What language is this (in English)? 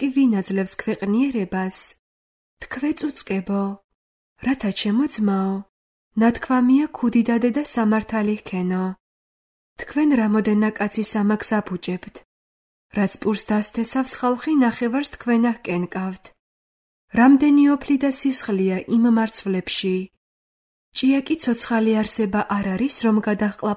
Georgian